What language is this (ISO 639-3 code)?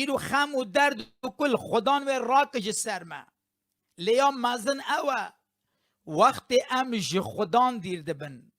kur